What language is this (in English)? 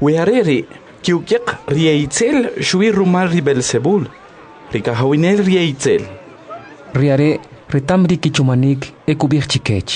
Kʼicheʼ